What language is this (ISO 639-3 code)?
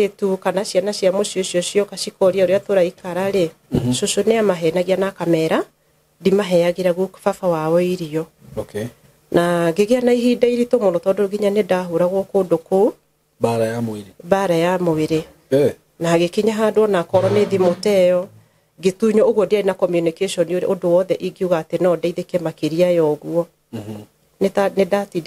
kik